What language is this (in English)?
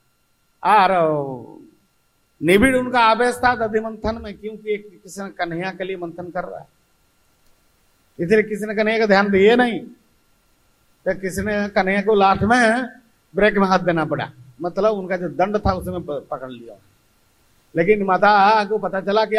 Hindi